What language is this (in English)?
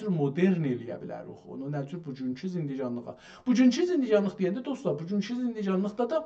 South Azerbaijani